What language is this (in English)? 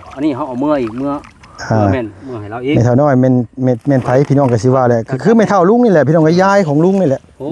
Lao